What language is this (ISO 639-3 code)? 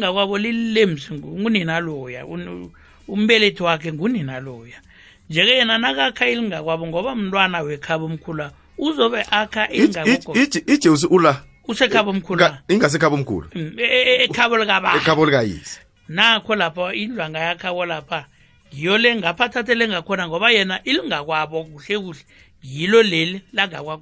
nbl